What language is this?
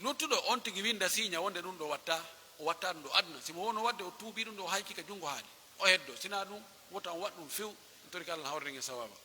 Pular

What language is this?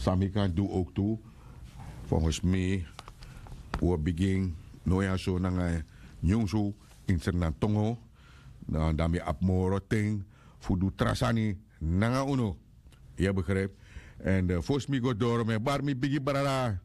Sranan Tongo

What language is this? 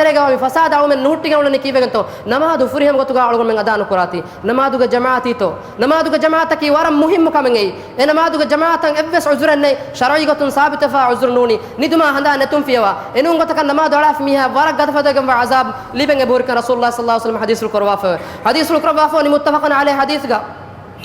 Divehi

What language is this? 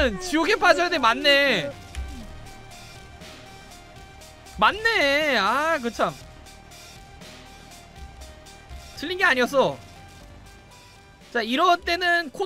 Korean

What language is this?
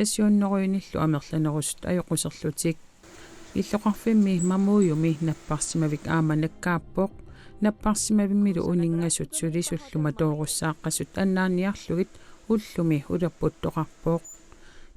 Kalaallisut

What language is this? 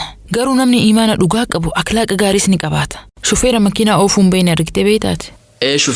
Oromo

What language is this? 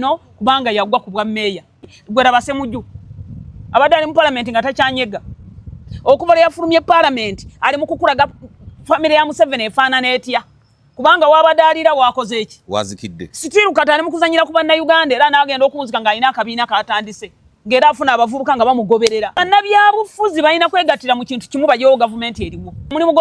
Ganda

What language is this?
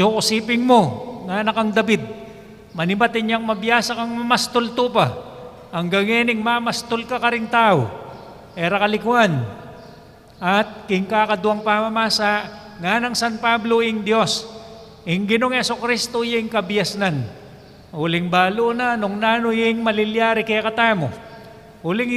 Pampanga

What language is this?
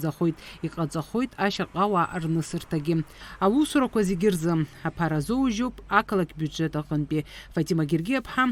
Abkhazian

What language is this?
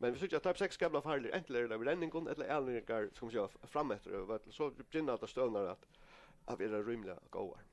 Faroese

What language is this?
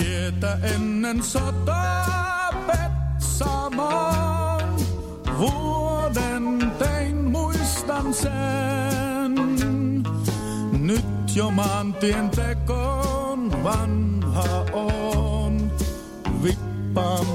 Finnish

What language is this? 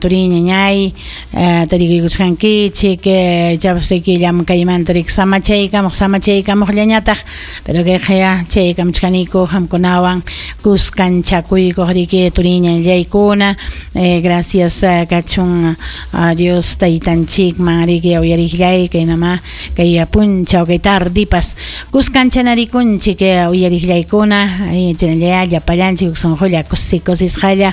Ayacucho Quechua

